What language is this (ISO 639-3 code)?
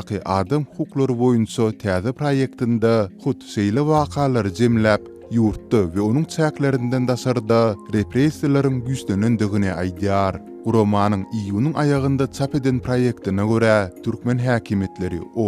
tuk